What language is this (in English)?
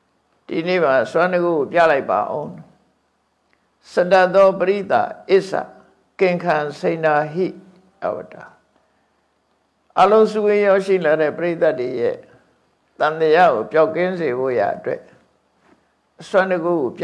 Burmese